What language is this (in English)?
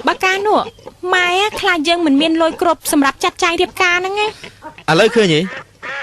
Khmer